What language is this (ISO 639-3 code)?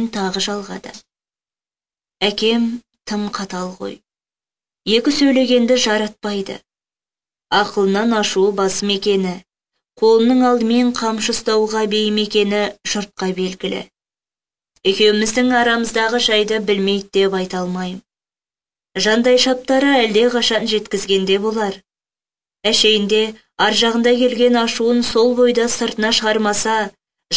kaz